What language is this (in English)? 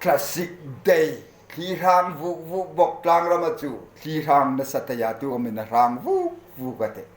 Hmar